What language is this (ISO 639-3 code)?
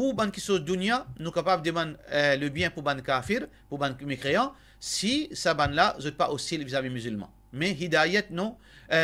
mfe